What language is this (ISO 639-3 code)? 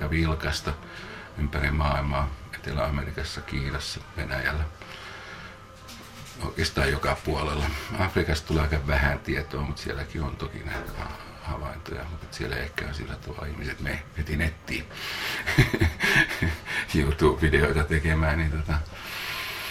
fin